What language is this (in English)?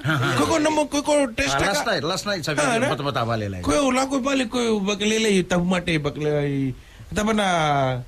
Fijian